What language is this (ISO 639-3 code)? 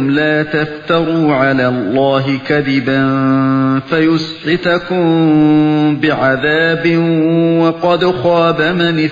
uig